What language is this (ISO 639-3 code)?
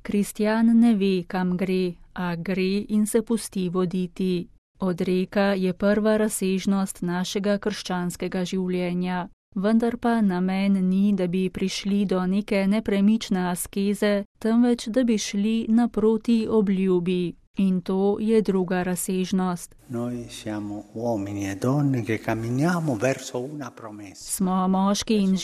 slv